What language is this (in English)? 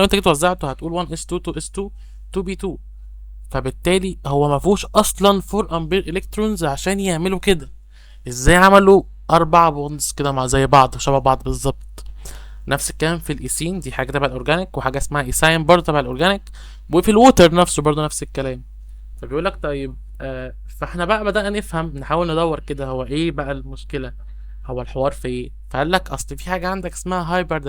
Egyptian Arabic